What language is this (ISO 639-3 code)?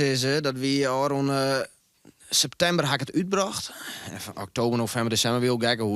fry